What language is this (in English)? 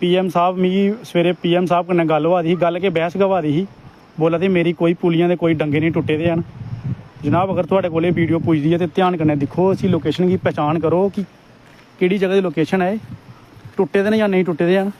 Dogri